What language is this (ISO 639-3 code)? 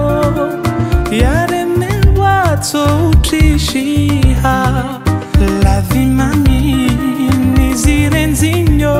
zdj